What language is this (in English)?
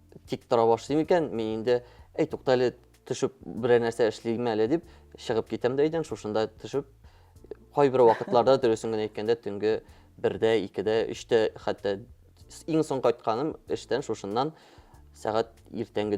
Tatar